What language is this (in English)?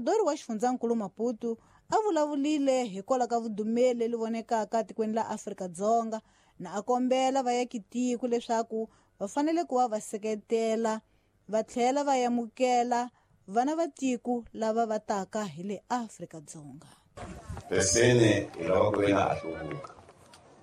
Tsonga